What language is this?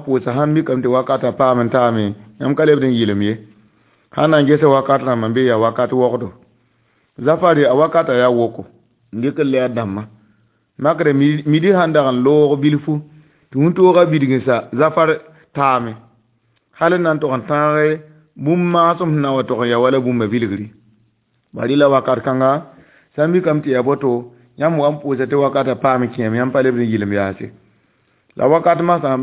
Mossi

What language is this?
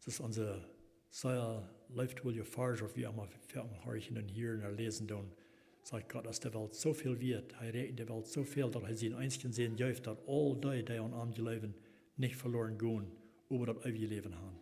Plautdietsch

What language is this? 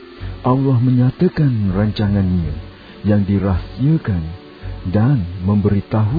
Malay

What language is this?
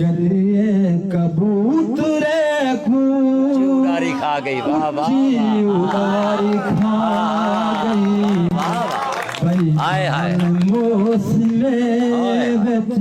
Saraiki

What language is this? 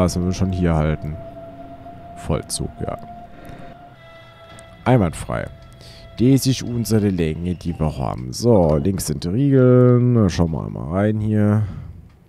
German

